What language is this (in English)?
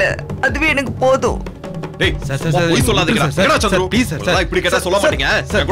Tamil